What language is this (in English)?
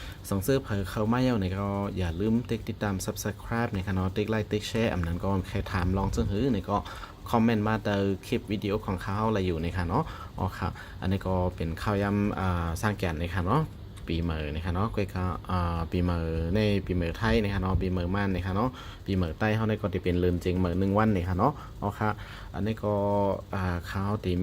Shan